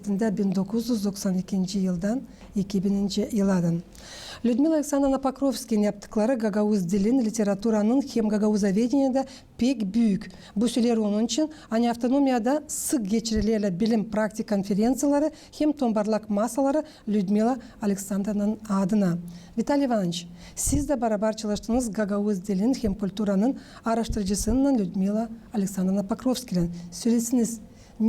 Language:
Gagauz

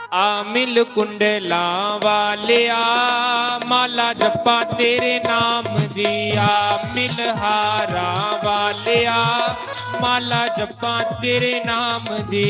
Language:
Dogri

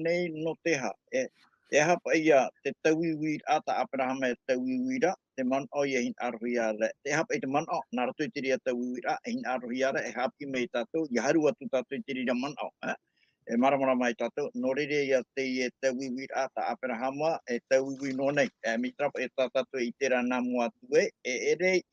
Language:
Tahitian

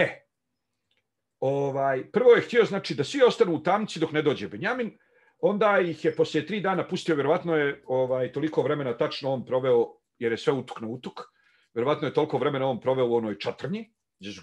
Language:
Bosnian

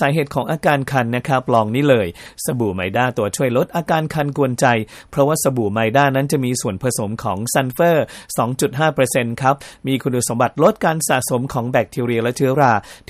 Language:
Thai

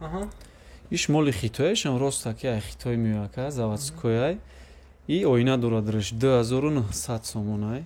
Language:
Tajik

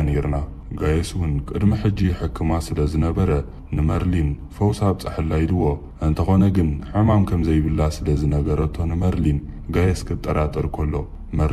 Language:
Tigrinya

